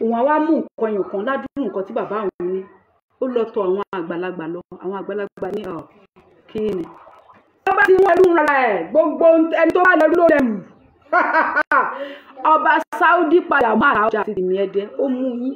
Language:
Yoruba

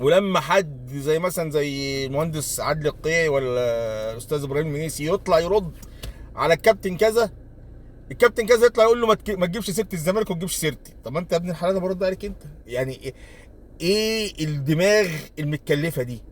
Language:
Egyptian Arabic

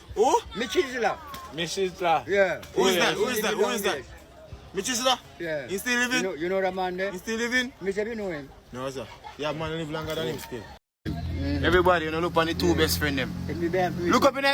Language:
Jamaican Creole English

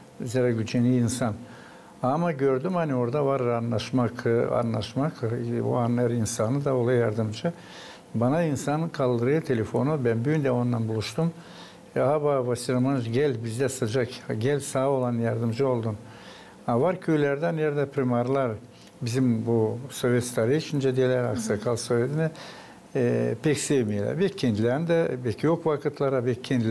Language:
Gagauz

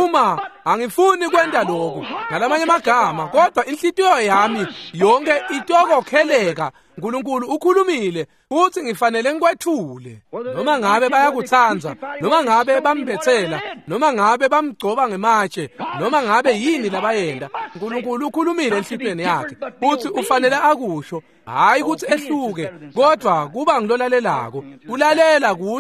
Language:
Swati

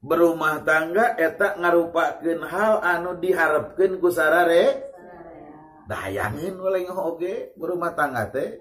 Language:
Sundanese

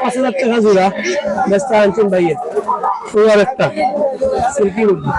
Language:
Sylheti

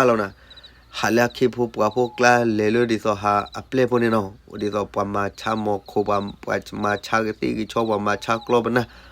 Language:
S'gaw Karen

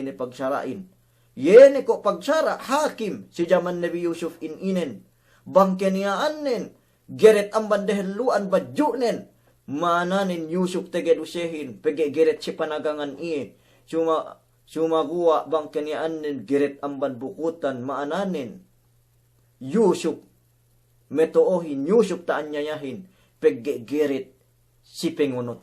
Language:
Yakan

